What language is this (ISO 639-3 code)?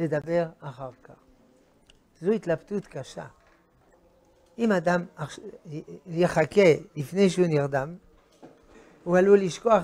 heb